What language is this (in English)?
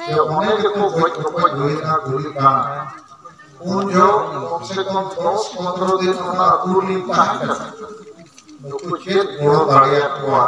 Santali